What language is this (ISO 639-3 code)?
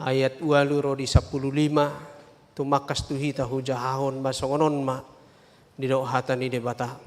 bbc